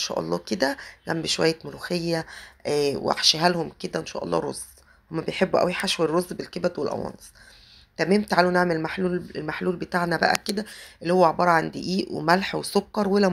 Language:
Egyptian Arabic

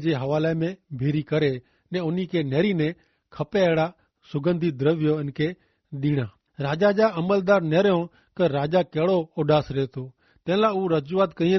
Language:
Kachhi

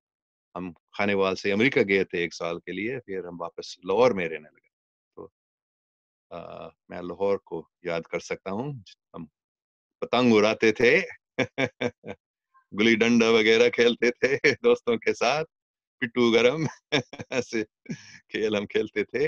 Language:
Urdu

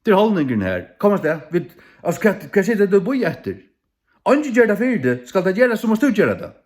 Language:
Faroese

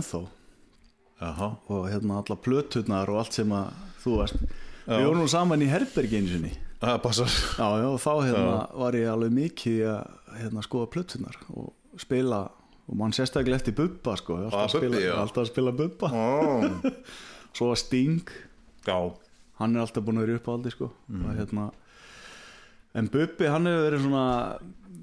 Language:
Icelandic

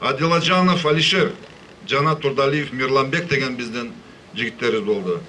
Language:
Kyrgyz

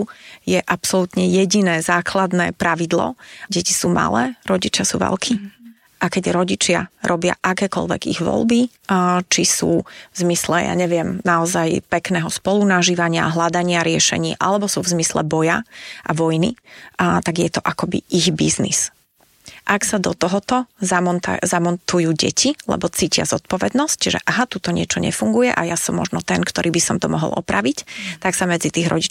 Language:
Slovak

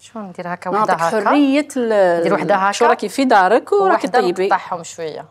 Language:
Algerian Arabic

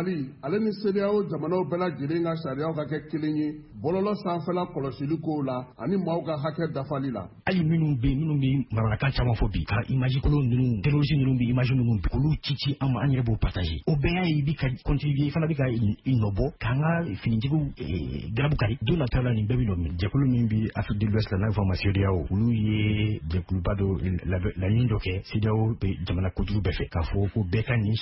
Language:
Bambara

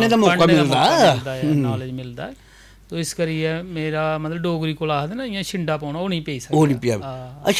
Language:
Dogri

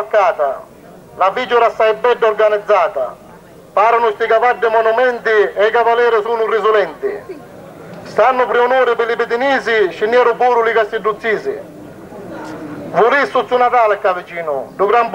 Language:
Italian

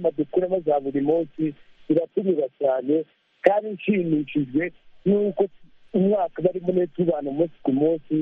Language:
Kinyarwanda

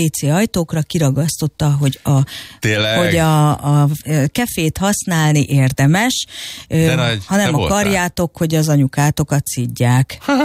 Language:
Hungarian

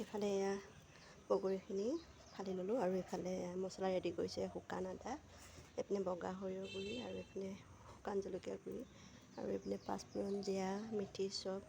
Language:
Assamese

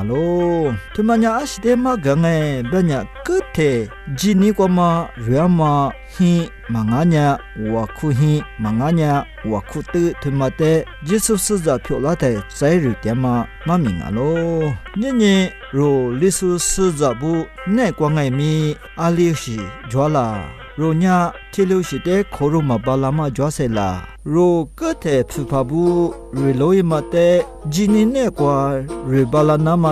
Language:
Lisu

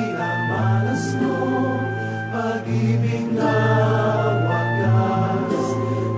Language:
Bikol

